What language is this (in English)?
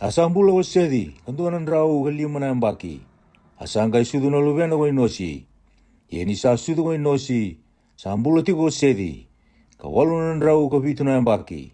Fijian